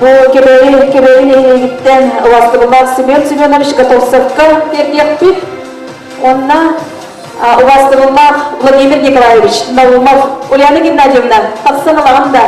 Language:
Yakut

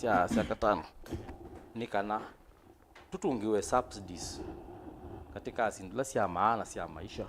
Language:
Kamba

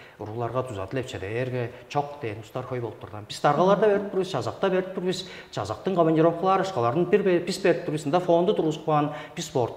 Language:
Tuvinian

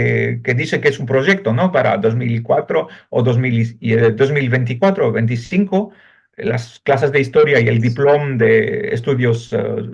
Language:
Ladino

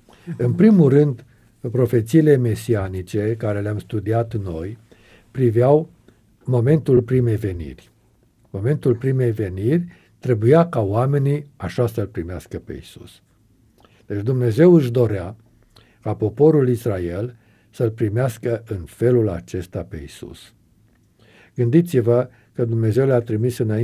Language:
Romanian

